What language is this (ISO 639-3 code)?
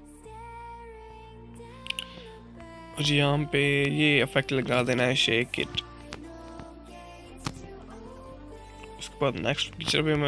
hin